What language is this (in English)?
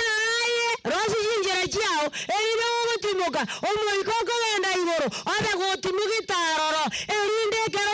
Gusii